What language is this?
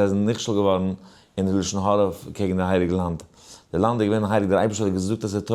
Yiddish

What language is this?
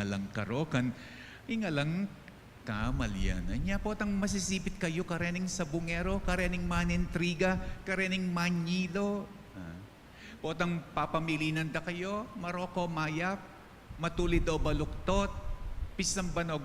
Pampanga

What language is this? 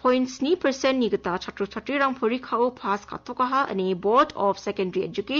Garo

